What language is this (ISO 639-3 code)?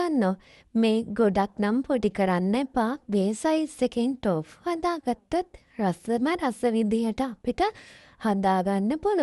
sin